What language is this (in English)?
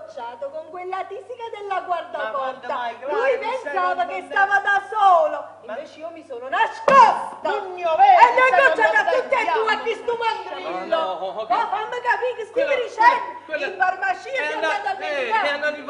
Neapolitan